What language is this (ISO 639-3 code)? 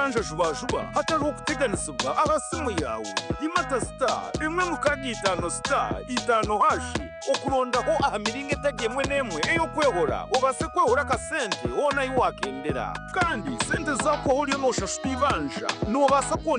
nyn